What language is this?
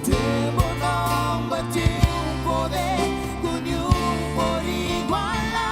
Papiamento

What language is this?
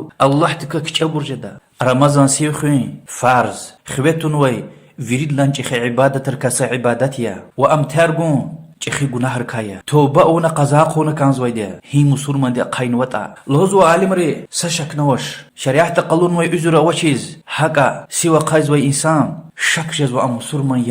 Lezghian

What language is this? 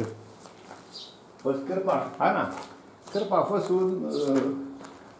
Romanian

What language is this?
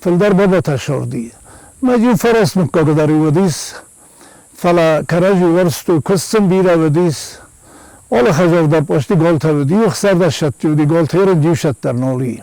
Ossetic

